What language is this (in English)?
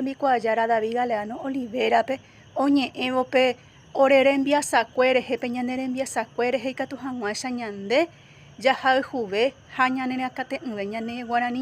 Guarani